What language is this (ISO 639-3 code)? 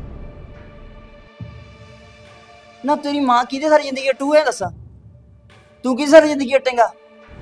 pan